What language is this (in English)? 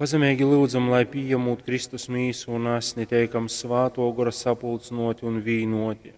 Latgalian